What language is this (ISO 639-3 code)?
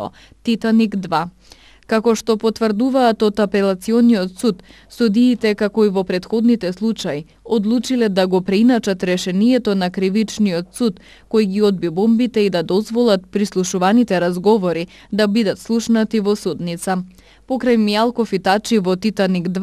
mkd